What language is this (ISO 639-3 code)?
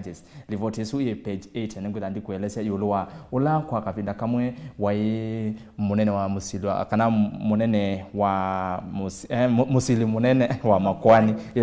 kam